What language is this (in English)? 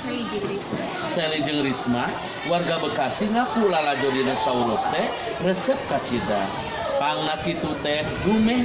Sundanese